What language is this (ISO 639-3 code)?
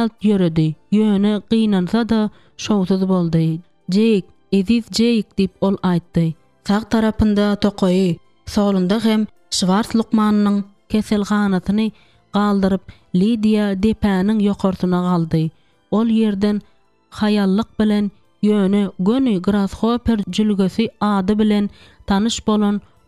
tuk